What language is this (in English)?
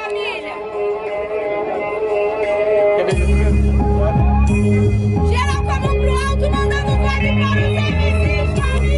Portuguese